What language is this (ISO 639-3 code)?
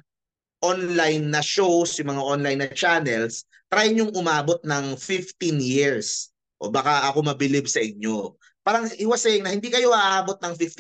fil